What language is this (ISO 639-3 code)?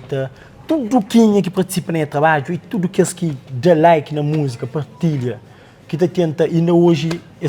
kea